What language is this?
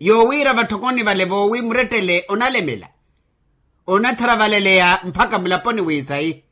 Makhuwa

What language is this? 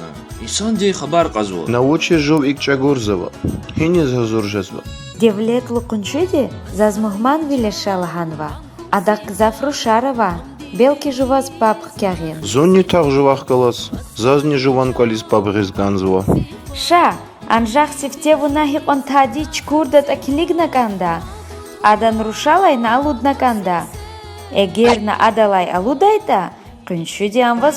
Lezghian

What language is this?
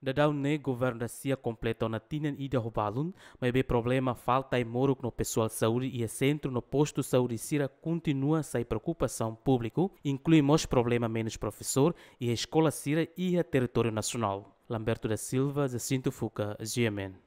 Tetum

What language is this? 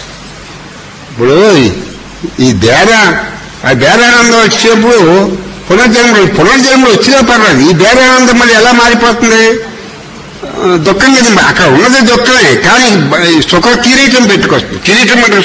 Telugu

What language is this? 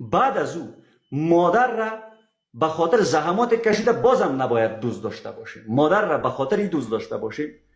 Persian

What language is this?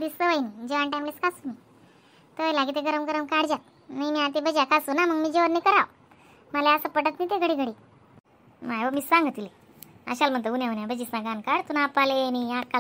Khandesi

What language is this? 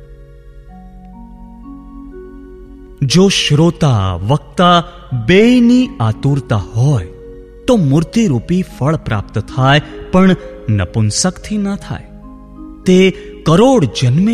Gujarati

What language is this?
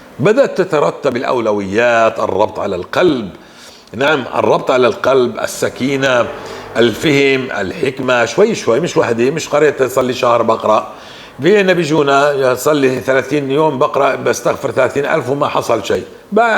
North Levantine Arabic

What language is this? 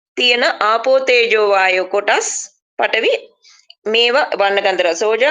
Sinhala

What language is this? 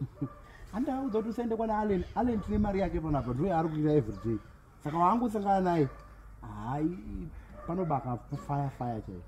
Shona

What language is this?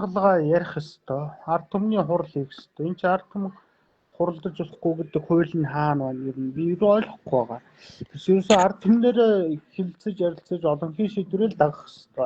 Mongolian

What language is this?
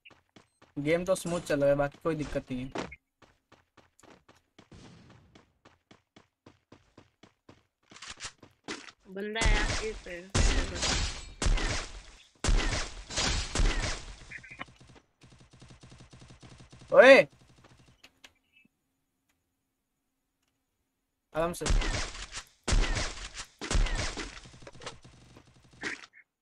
Hindi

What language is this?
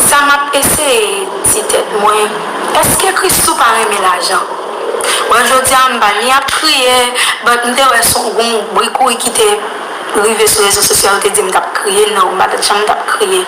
Haitian Creole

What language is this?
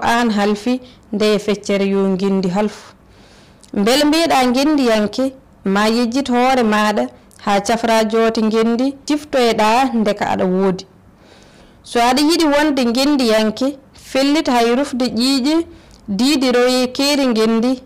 Fula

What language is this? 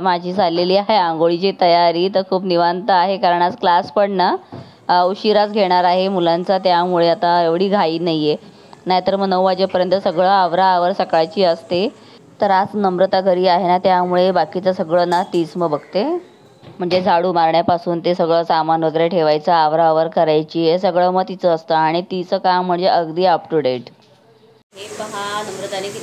Marathi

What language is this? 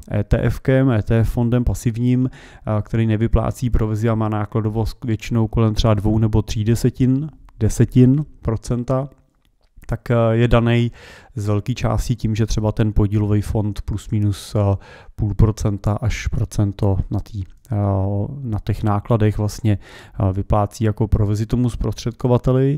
Czech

